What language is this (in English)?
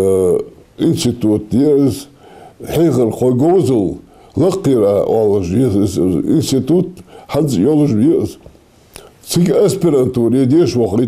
Ingush